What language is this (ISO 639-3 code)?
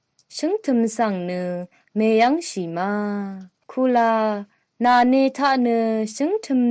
raw